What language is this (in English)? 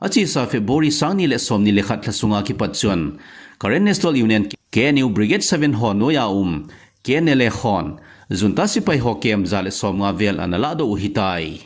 Thado Chin